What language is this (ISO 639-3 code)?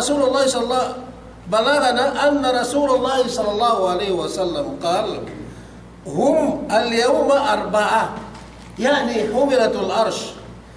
yka